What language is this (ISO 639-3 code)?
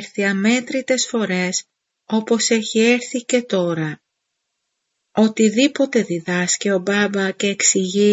ell